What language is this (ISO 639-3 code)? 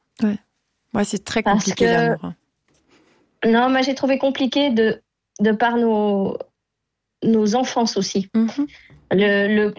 fra